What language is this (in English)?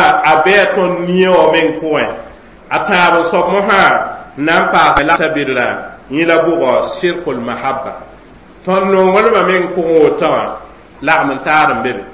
Mossi